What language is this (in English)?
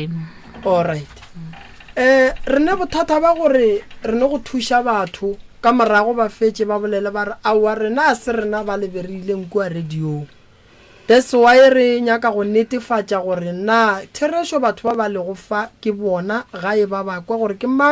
Northern Sotho